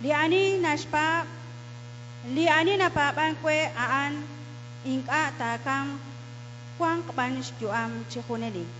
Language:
Kekchí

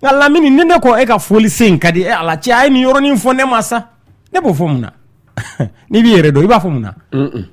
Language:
Bambara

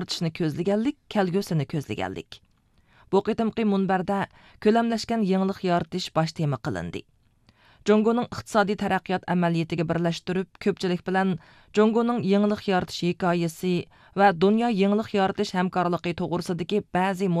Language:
Uyghur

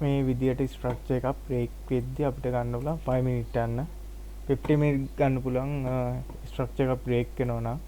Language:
Sinhala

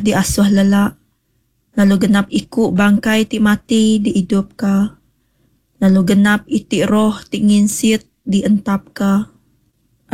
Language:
Iban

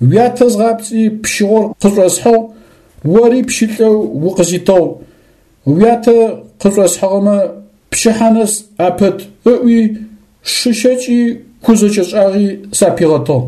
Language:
Adyghe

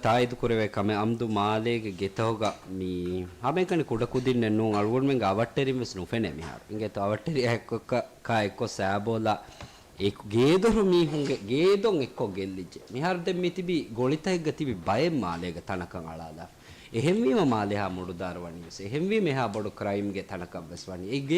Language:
Divehi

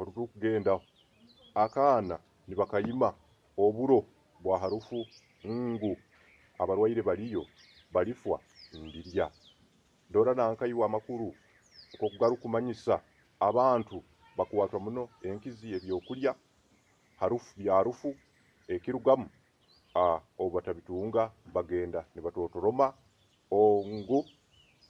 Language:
Nyoro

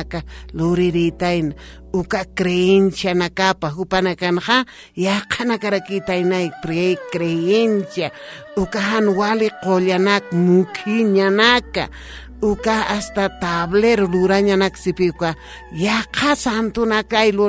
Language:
Aymara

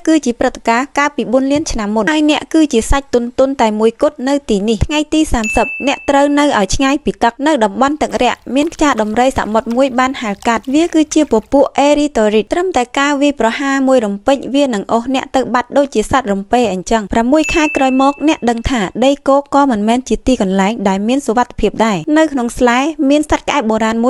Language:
Khmer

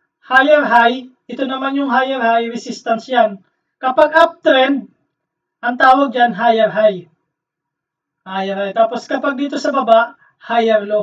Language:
Filipino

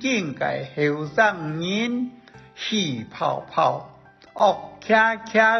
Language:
Hakka Chinese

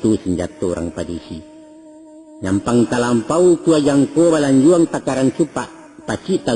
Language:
Minangkabau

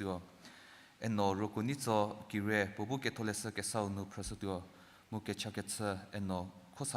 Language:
Angami Naga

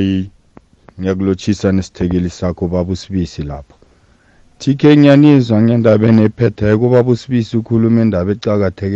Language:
South Ndebele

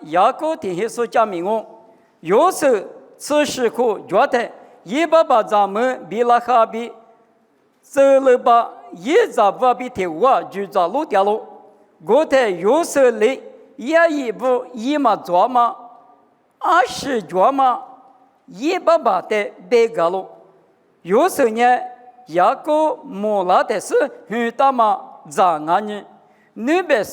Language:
Lisu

